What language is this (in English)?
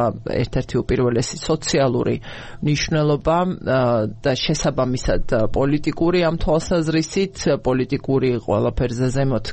Georgian